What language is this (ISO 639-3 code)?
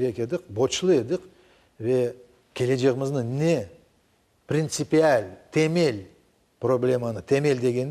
crh